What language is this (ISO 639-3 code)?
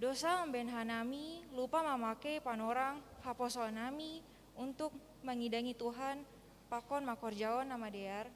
bts